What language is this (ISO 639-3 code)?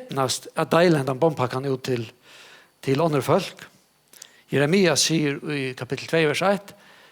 fao